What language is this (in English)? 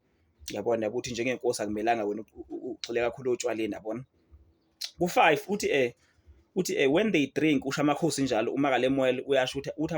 Zulu